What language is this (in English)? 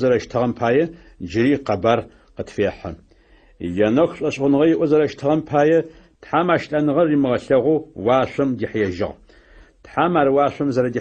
Adyghe